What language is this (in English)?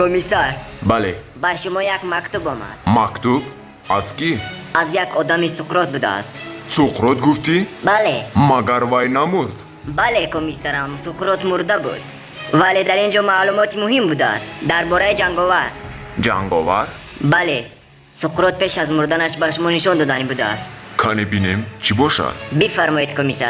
Tajik